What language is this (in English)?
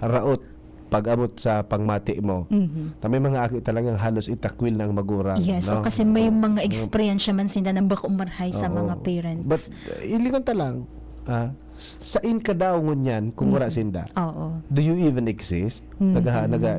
Bikol